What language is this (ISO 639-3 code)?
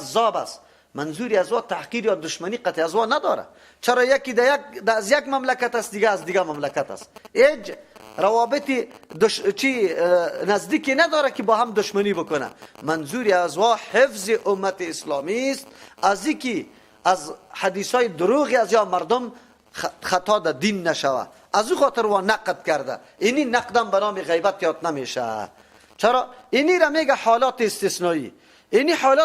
fas